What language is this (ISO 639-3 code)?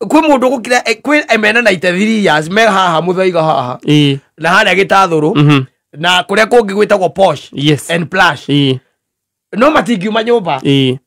kik